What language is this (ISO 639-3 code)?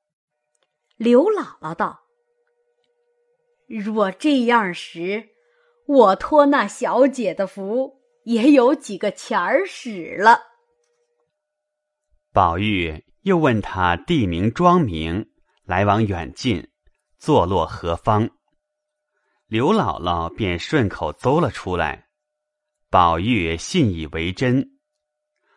zho